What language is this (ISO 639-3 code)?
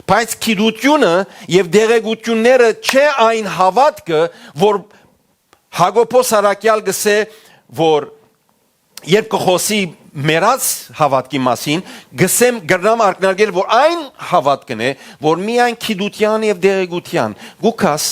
hyw